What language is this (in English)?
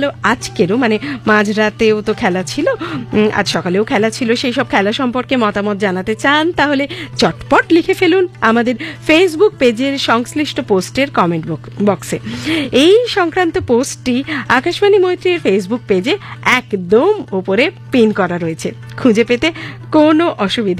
Bangla